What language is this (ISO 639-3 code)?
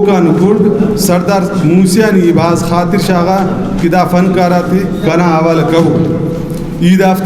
brh